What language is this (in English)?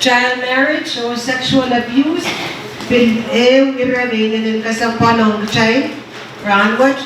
Pohnpeian